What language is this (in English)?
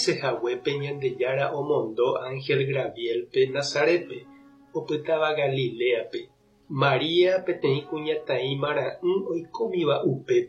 Guarani